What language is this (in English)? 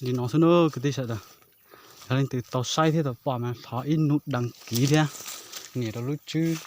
Hmong